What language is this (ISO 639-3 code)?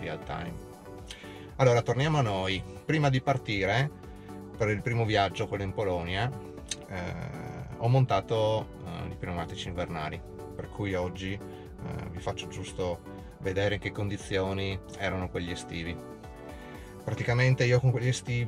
ita